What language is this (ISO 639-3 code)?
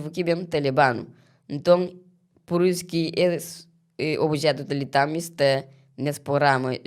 kea